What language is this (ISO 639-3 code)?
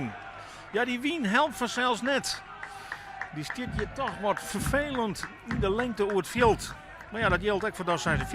fry